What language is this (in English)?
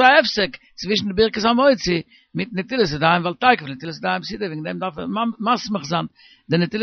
Yiddish